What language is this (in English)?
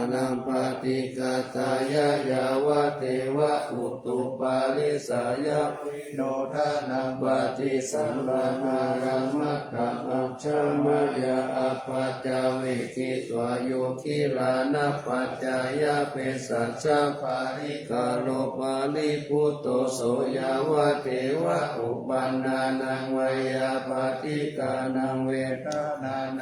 Pali